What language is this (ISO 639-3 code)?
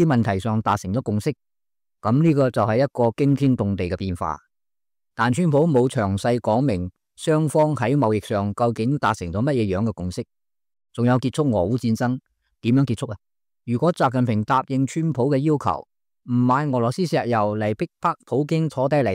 yue